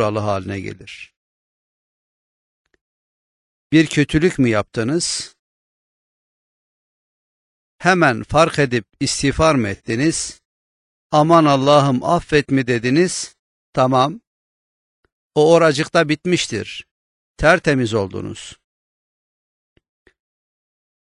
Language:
Turkish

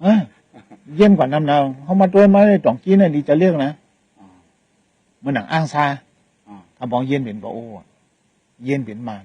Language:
Shan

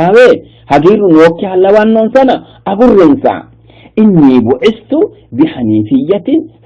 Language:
Sidamo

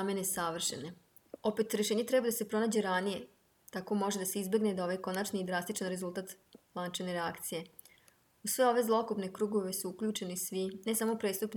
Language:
Serbian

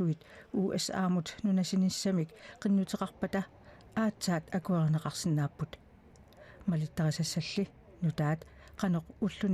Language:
Kalaallisut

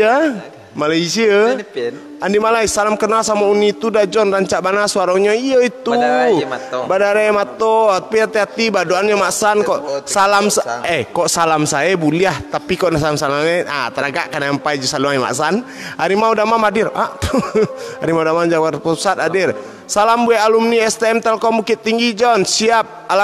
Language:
Minangkabau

